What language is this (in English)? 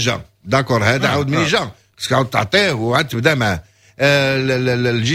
Moroccan Arabic